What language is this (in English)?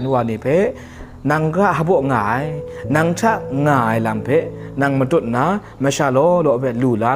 Kachin